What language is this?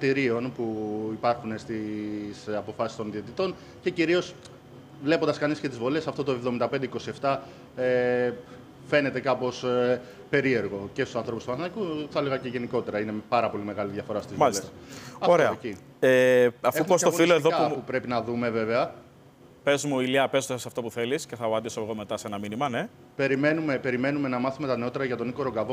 Greek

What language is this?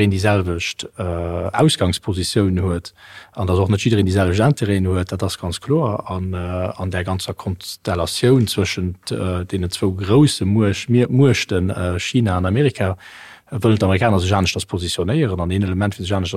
Luxembourgish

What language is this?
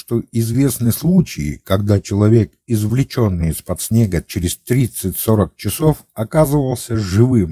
Russian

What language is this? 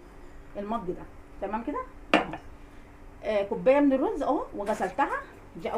Egyptian Arabic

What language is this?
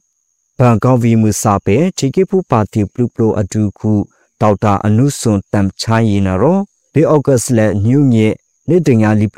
Burmese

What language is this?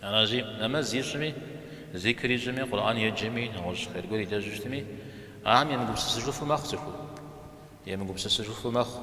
Kabardian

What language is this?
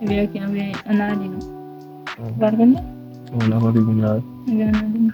Haitian Creole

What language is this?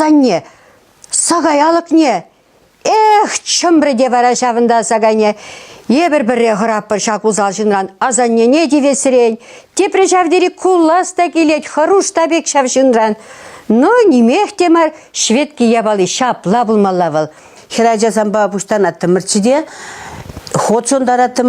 Chuvash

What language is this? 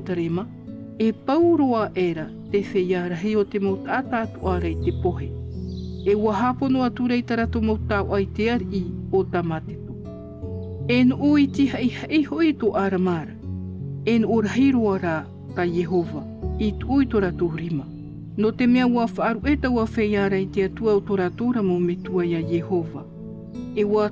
Tahitian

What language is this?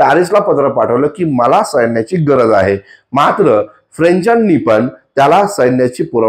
Marathi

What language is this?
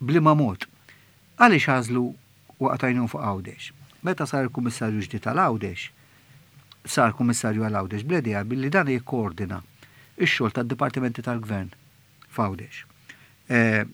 Maltese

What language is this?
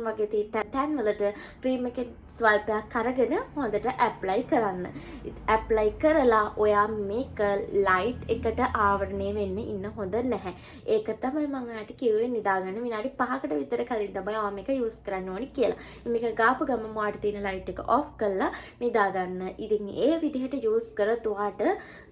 Sinhala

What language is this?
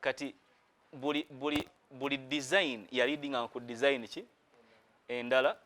Ganda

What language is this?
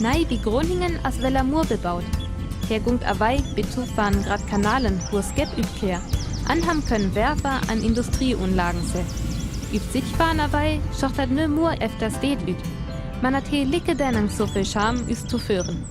Northern Frisian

